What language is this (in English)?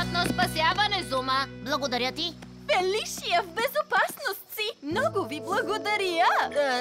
Bulgarian